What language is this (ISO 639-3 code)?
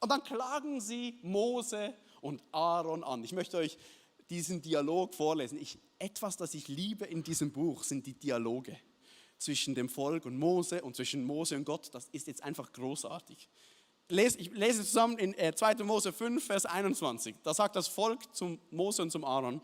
gsw